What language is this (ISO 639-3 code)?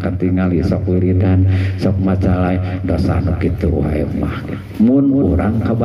sun